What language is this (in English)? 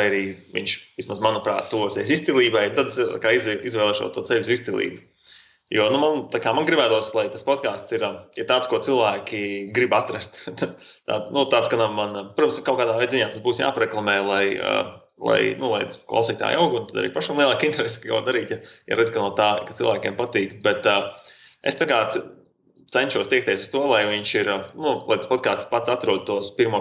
Latvian